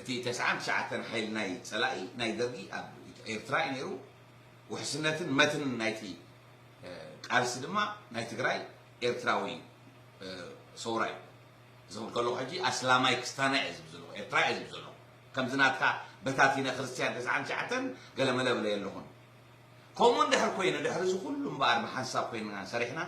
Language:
Tigrinya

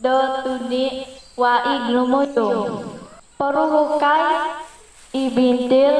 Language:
Central Dusun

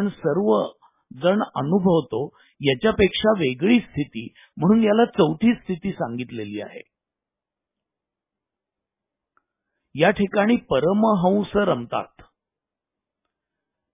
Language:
Marathi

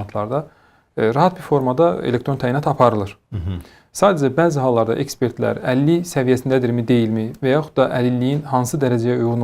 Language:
Azerbaijani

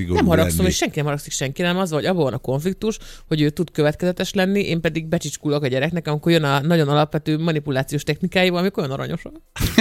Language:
Hungarian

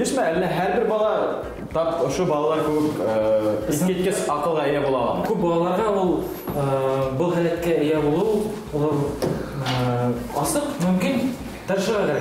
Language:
Bashkir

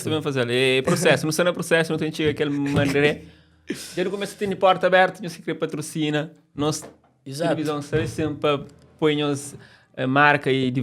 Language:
Kabuverdianu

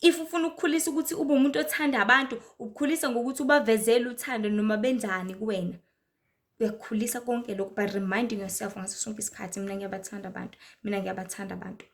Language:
Zulu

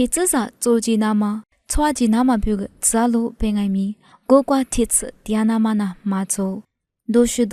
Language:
Lisu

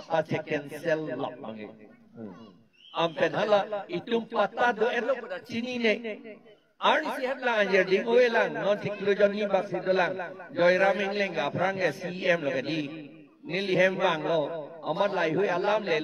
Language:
Karbi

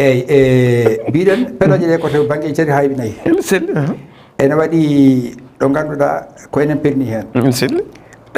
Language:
Fula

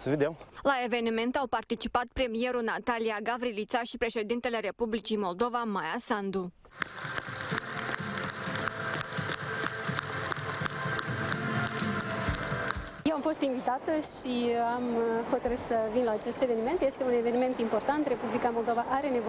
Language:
Romanian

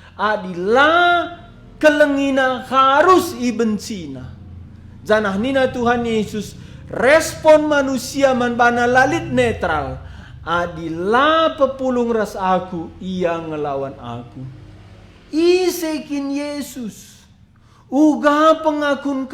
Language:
Batak Karo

